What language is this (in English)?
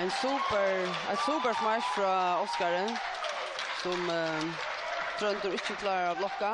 Faroese